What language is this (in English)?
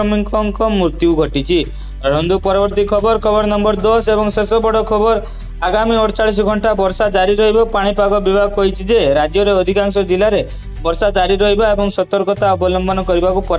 Odia